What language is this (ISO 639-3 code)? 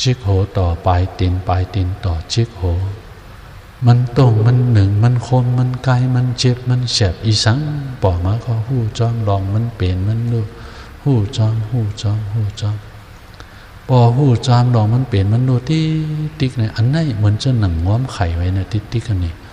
shn